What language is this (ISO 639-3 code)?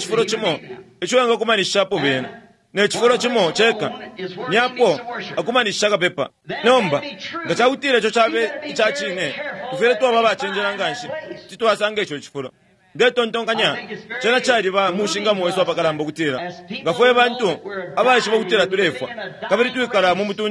bem